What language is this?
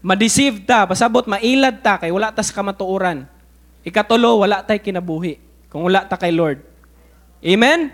Cebuano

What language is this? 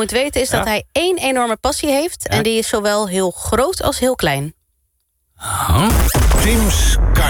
Dutch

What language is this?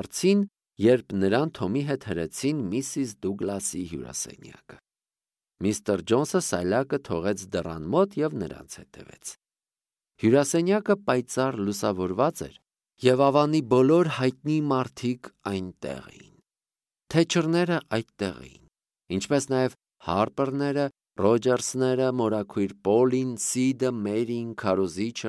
Armenian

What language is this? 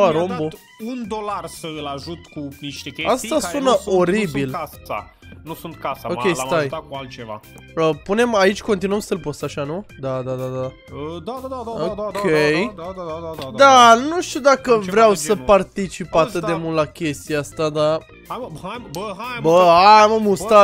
Romanian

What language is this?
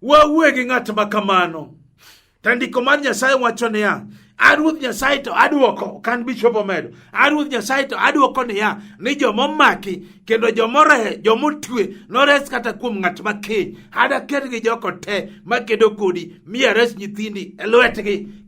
Luo (Kenya and Tanzania)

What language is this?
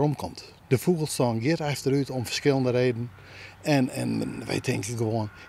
Western Frisian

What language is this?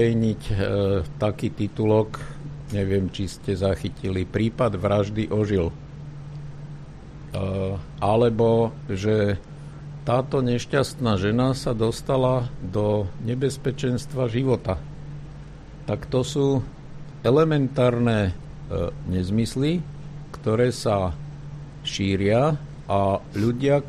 Slovak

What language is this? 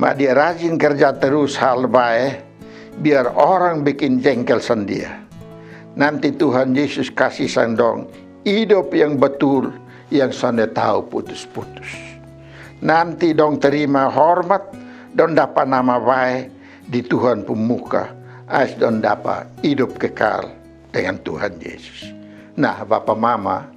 Kupang Malay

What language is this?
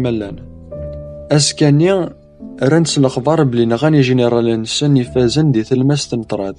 Kabyle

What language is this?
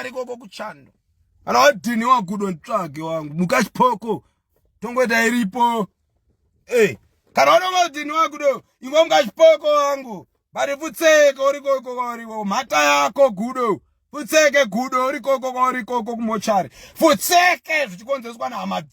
Shona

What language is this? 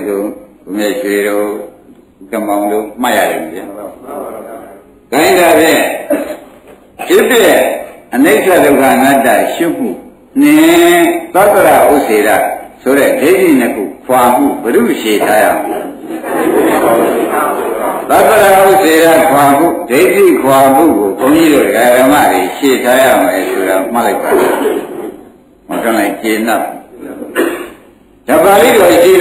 Burmese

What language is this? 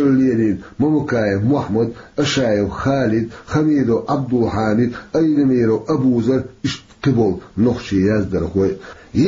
Chechen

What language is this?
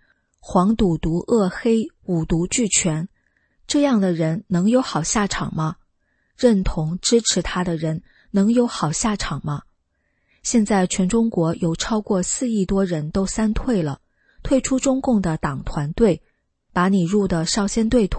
Chinese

